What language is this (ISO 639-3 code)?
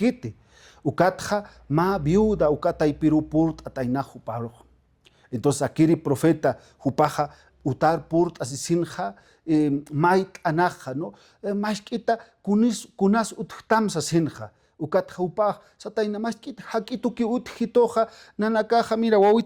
aym